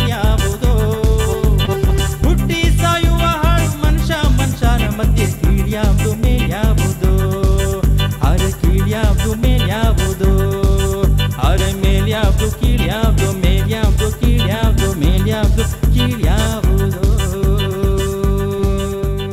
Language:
Kannada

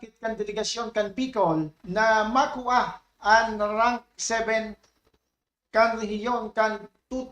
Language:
Bikol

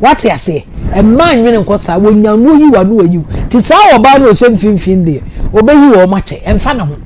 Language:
Akan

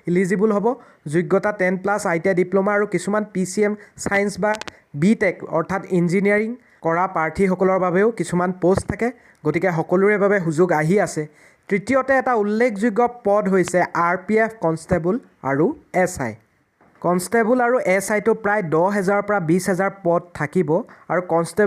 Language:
Assamese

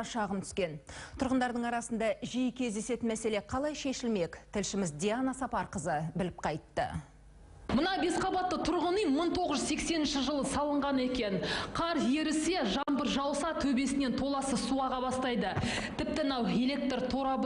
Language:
Kazakh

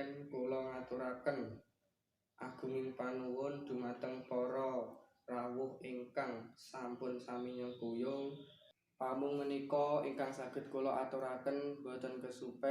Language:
Javanese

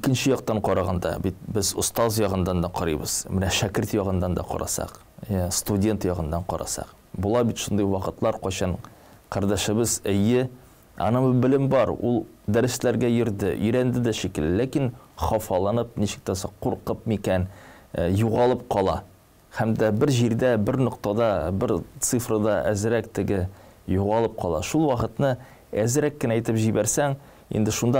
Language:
Tatar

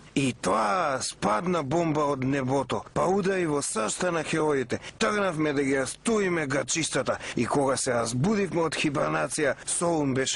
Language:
Macedonian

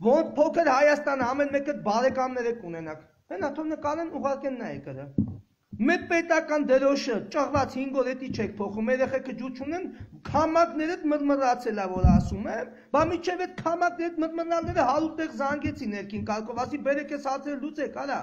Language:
Armenian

